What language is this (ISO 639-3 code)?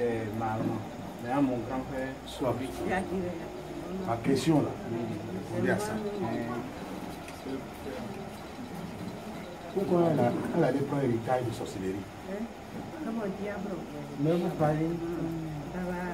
fra